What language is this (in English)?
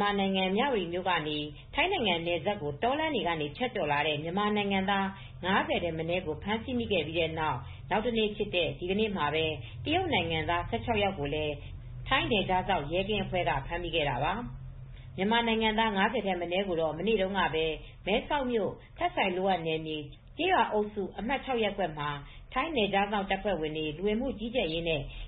Burmese